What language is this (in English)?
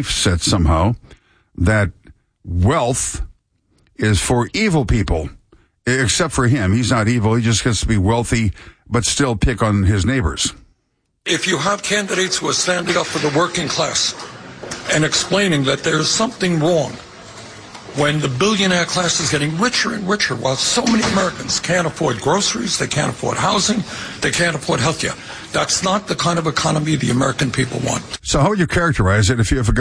English